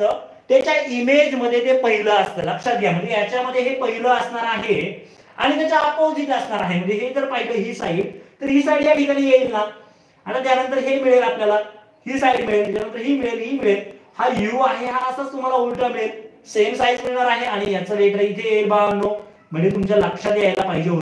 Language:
Marathi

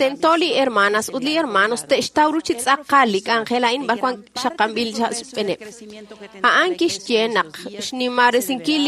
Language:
Kekchí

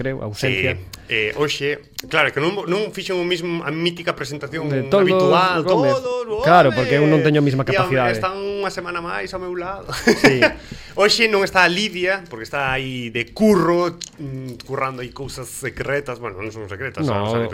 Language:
Galician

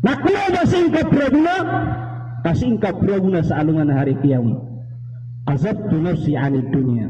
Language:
Maranao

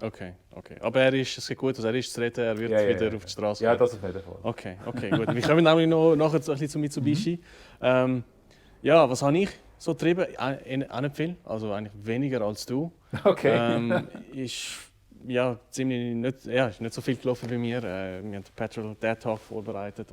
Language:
Swiss German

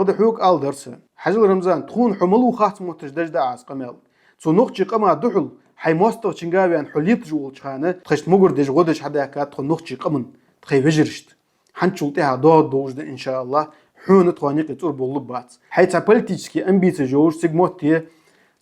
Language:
Ingush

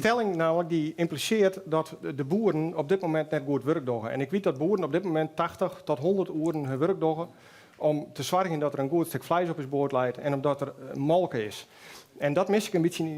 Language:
Western Frisian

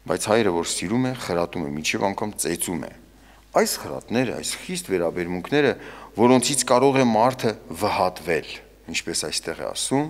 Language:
Armenian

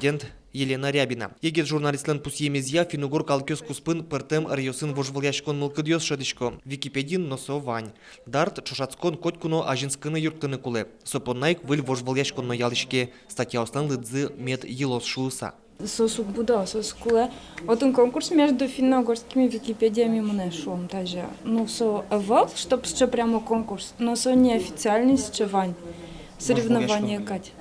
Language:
Udmurt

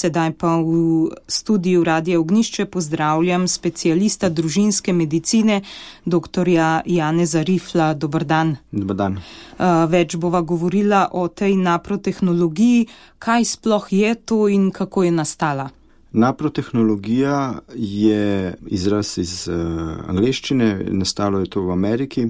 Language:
Slovenian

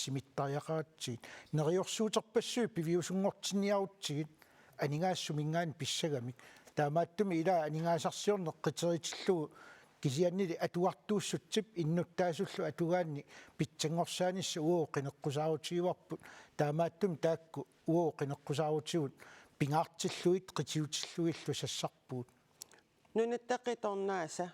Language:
Kalaallisut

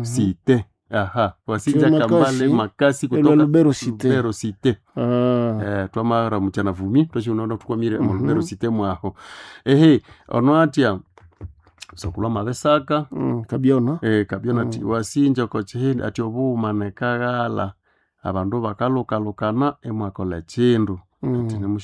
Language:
Nande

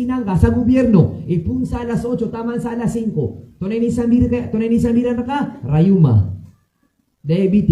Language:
Maranao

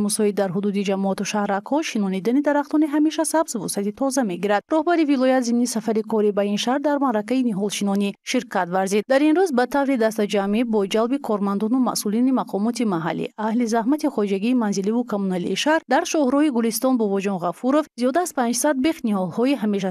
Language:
Tajik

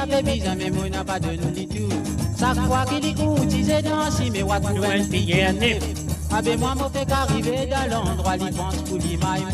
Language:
Morisyen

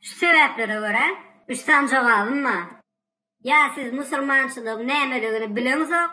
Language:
Turkmen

